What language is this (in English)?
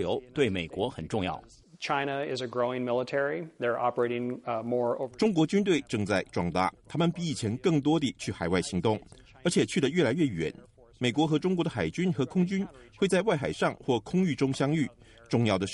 Chinese